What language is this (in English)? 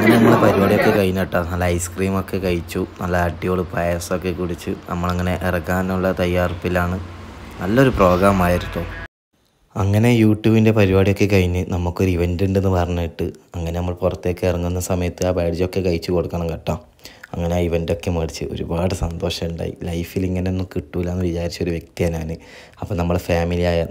Malayalam